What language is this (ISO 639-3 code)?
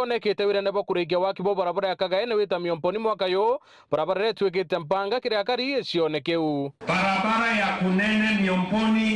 mer